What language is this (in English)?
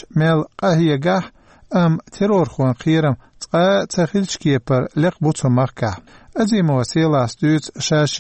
Chechen